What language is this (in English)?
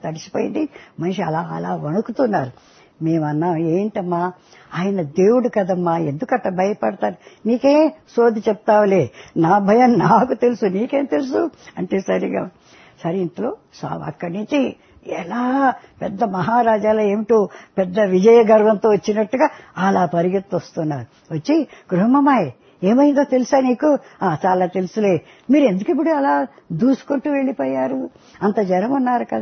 Telugu